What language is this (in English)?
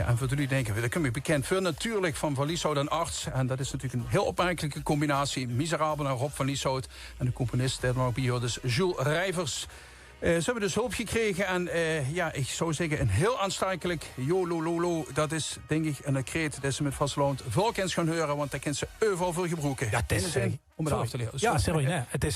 Limburgish